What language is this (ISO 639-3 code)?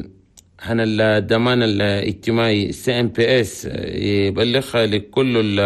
shu